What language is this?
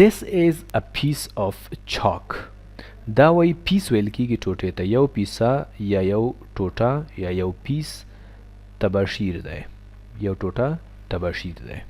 Pashto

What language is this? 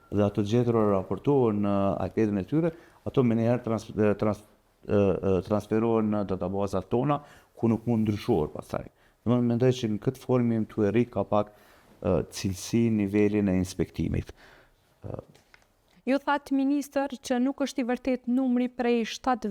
Albanian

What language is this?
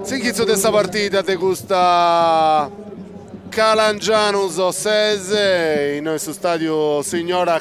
Sardinian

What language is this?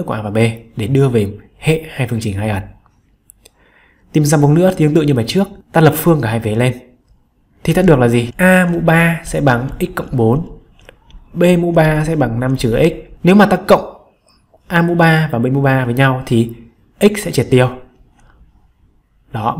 Vietnamese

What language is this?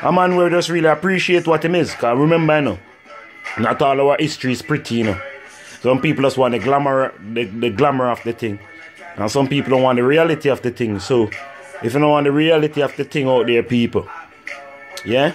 Jamaican Creole English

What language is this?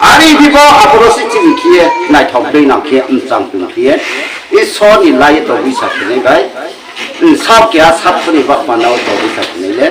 Riang (India)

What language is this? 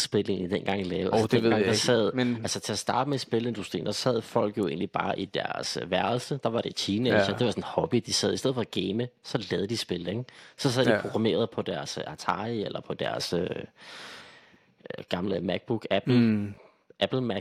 Danish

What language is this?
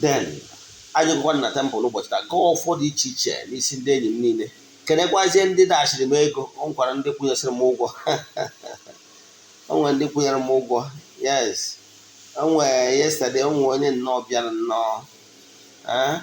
Igbo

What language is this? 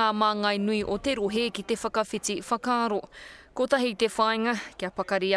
Māori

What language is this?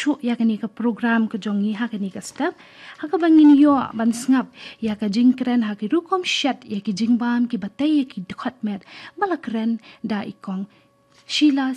Khasi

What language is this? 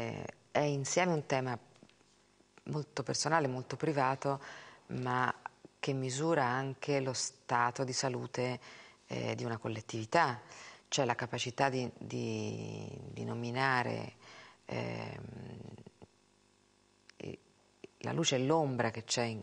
Italian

